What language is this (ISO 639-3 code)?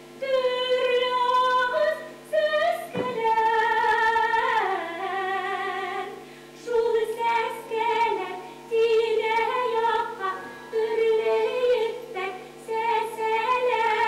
bak